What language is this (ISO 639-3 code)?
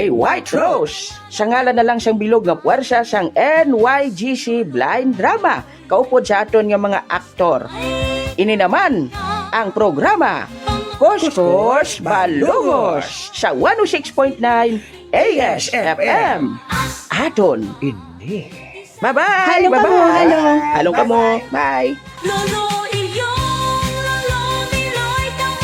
hil